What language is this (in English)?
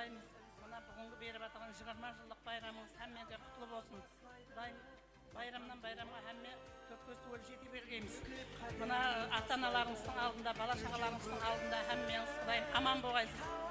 Kara-Kalpak